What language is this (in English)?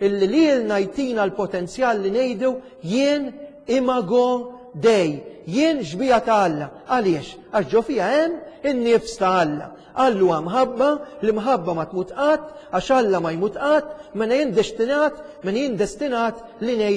Maltese